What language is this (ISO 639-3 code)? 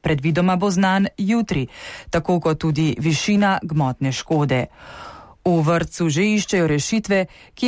slv